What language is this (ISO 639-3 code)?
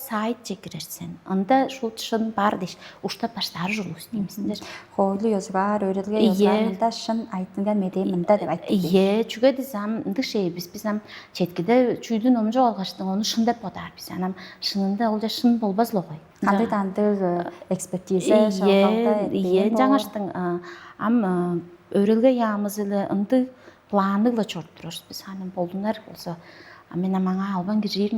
tyv